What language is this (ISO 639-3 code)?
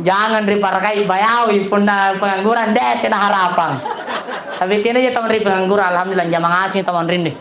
mak